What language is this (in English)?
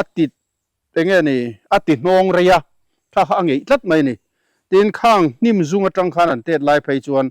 Mizo